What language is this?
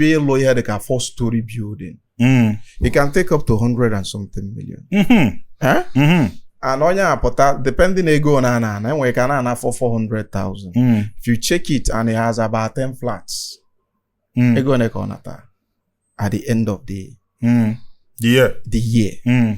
Igbo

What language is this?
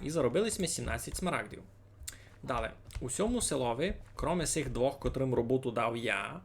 Rusyn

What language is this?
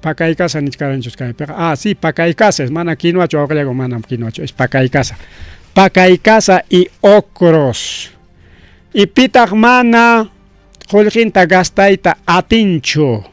Ayacucho Quechua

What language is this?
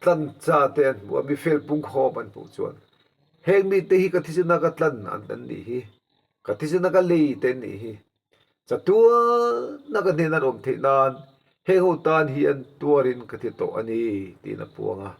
Mizo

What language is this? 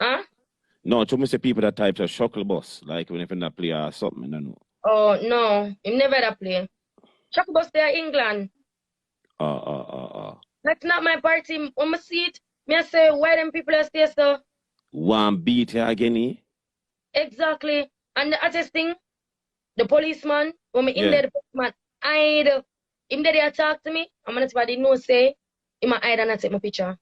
Jamaican Creole English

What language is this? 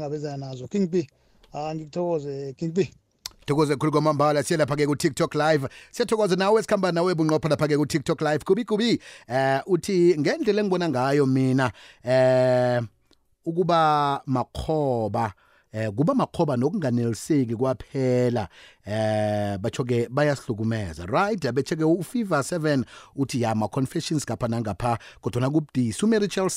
South Ndebele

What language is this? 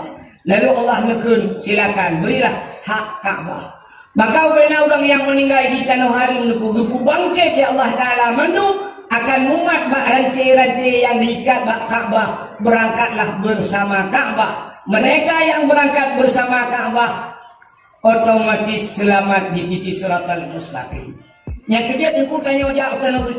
Achinese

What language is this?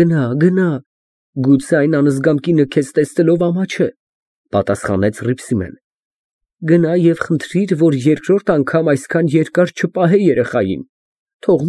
Armenian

